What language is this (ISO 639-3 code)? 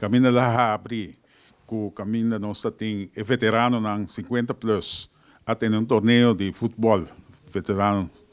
pap